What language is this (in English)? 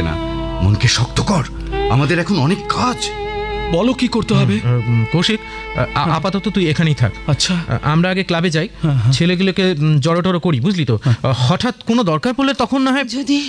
Bangla